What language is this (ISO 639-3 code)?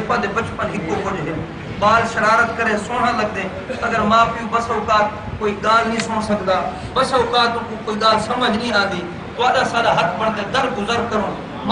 skr